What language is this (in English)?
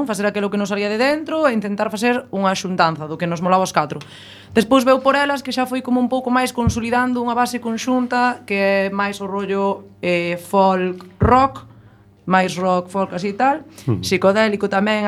Galician